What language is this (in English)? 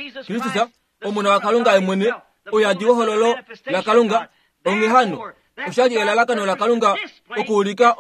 Kuanyama